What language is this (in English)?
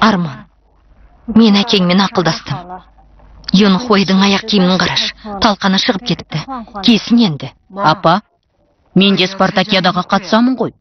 Kazakh